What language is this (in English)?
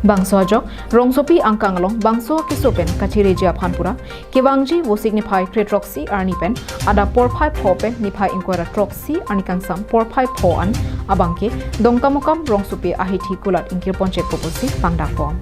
Karbi